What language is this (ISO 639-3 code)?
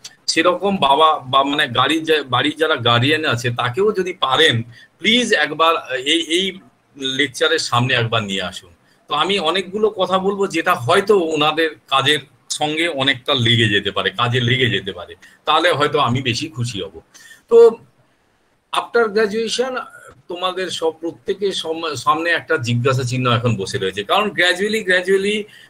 ben